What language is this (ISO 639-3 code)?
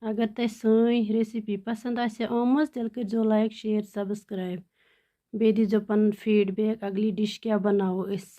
kas